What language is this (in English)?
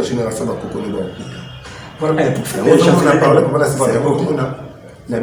Lingala